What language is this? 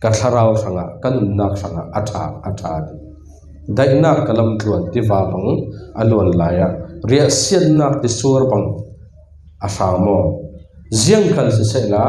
Falam Chin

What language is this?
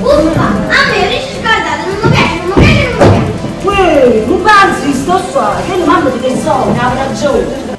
Neapolitan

